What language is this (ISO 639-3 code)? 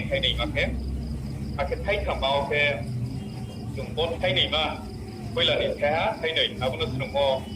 ria